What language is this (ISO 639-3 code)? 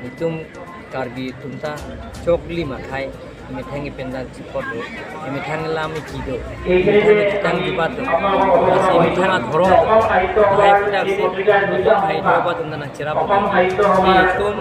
mjw